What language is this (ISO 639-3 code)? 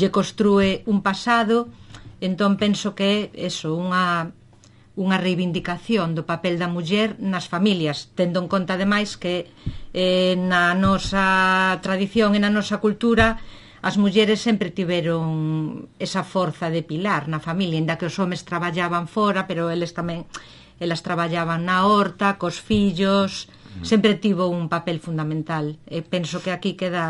glg